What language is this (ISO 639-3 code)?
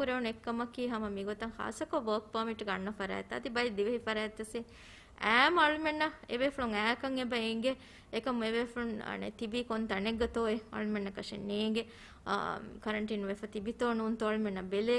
div